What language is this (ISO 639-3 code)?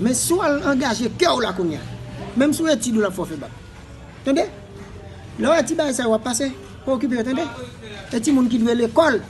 hat